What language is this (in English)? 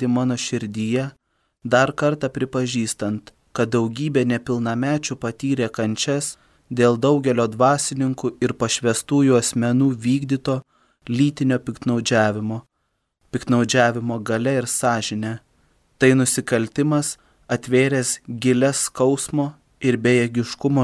Lithuanian